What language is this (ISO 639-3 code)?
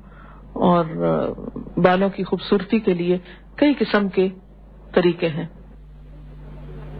urd